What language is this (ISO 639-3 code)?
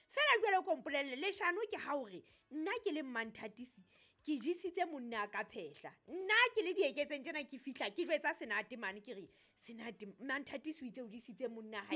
sot